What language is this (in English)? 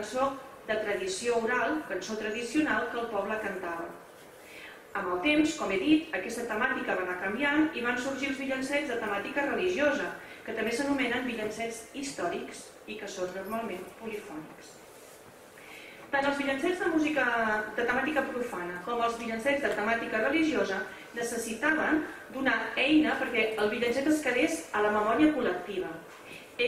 Catalan